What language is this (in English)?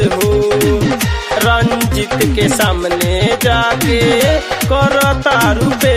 Bhojpuri